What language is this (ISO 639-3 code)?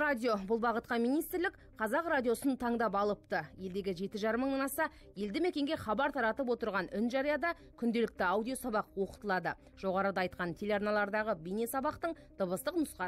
kaz